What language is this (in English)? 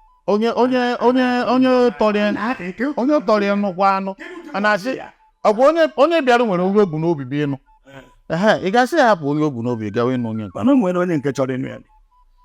Igbo